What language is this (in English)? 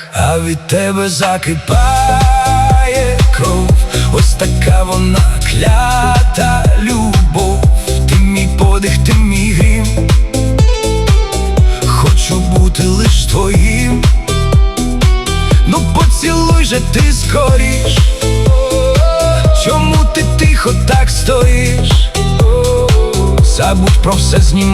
Ukrainian